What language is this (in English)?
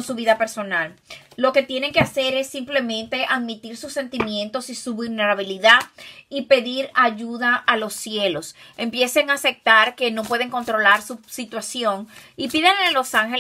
Spanish